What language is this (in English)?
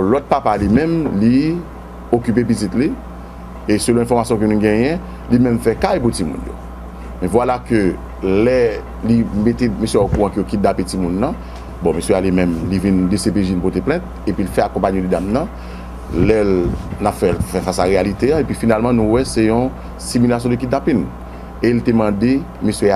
Haitian Creole